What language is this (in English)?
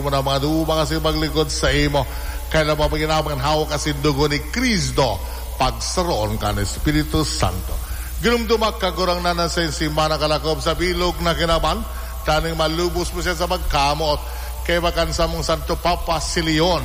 Bikol